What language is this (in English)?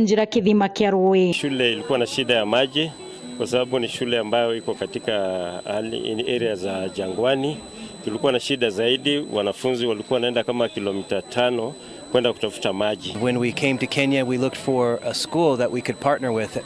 Meru